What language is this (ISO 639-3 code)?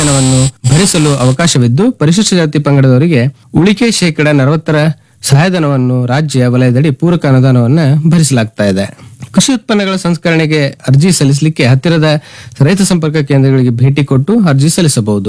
kan